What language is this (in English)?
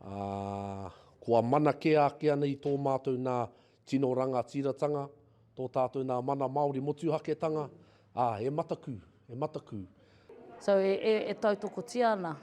Māori